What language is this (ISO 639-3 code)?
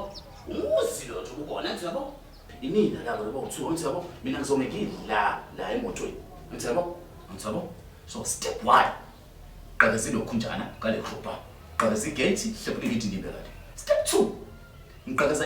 zul